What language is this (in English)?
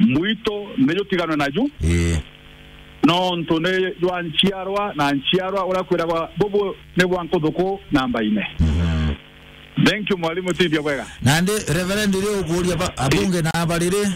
Meru